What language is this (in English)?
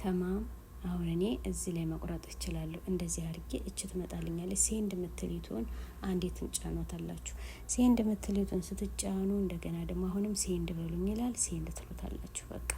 Amharic